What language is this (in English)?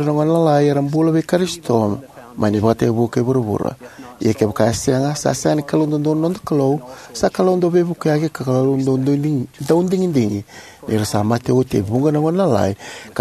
Fijian